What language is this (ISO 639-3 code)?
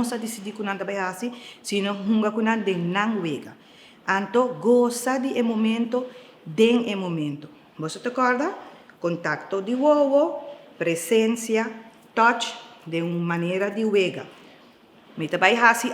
pap